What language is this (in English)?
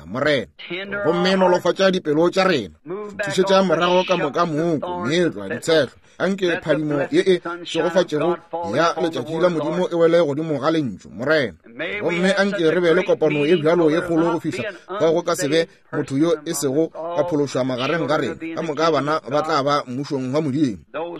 Northern Sotho